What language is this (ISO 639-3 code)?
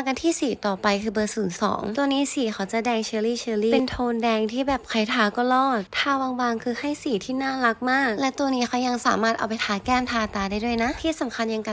lao